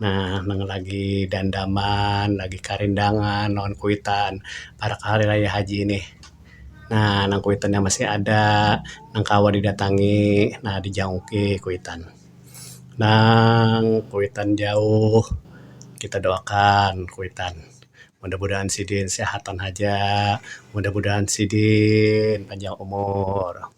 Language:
Banjar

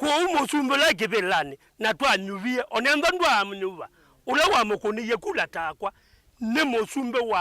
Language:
Kamba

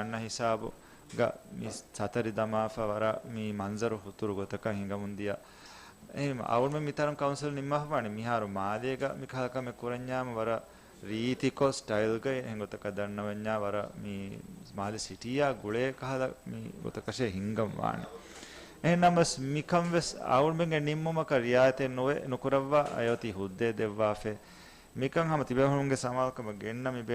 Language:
Divehi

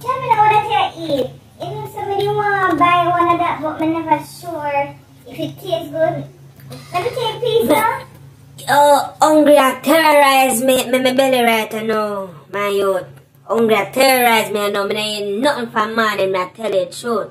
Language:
Jamaican Creole English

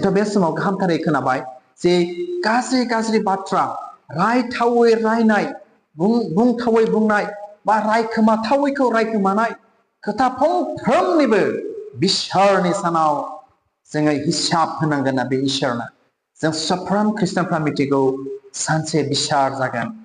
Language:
Bodo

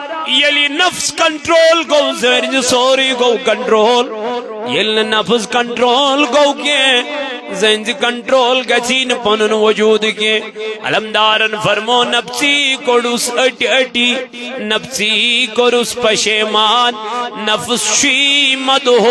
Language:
Kashmiri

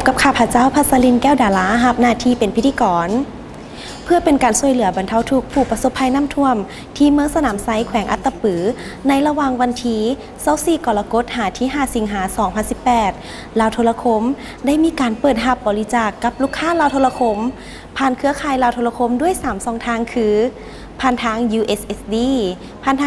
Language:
Lao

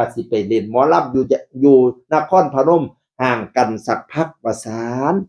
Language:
Northeastern Thai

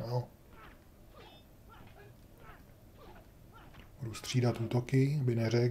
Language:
Czech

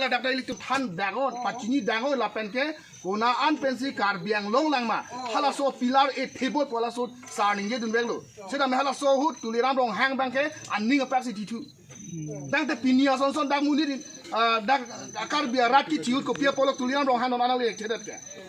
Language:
Karbi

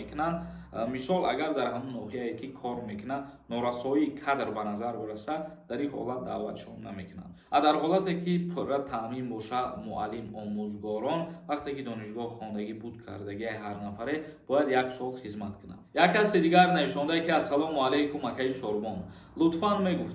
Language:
Tajik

